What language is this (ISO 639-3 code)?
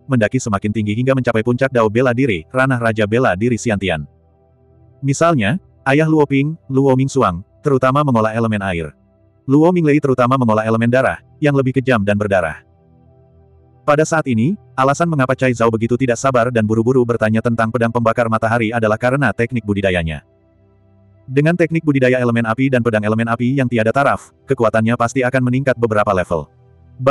ind